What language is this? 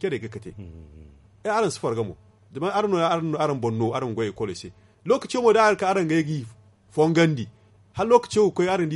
Zarma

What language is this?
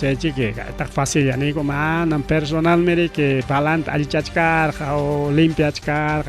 Ayacucho Quechua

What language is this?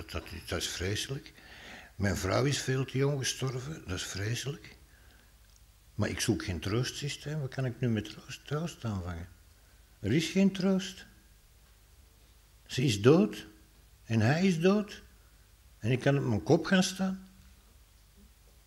Dutch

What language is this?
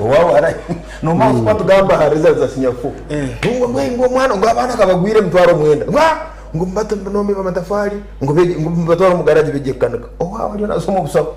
Nyankole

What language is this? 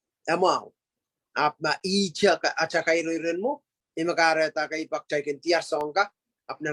Pohnpeian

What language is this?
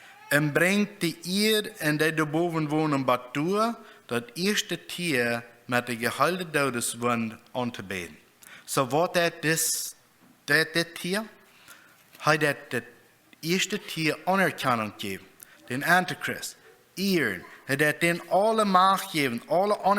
Plautdietsch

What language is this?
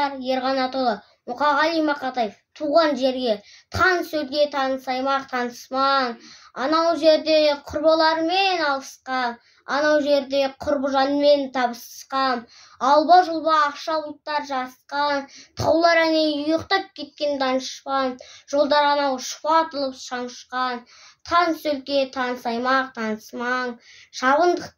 Kazakh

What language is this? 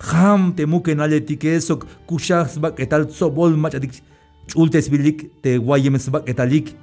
Tzeltal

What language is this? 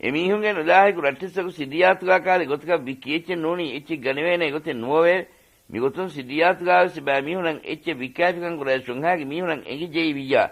Divehi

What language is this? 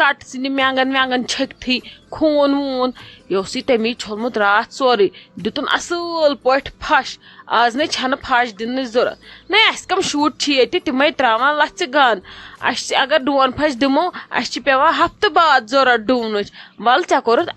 Kashmiri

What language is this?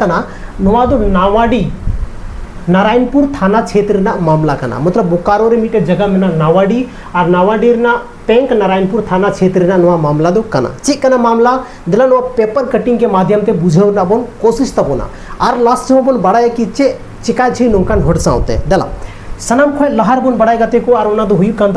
Santali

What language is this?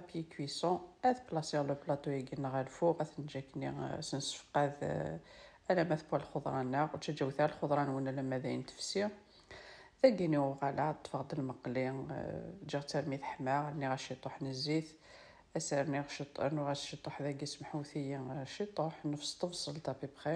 Kabyle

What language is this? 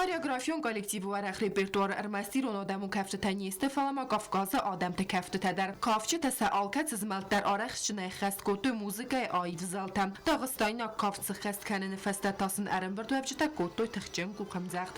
Ossetic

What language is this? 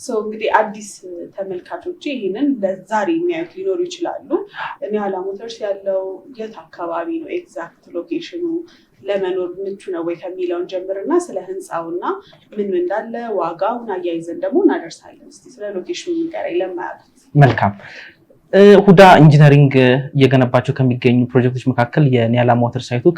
Amharic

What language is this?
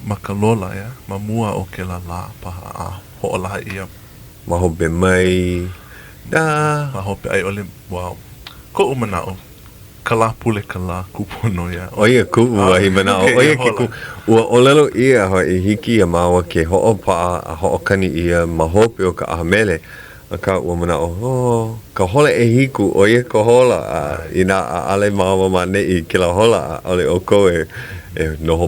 Hawaiian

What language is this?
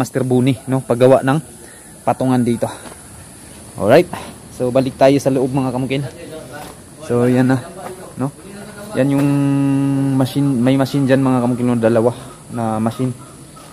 Filipino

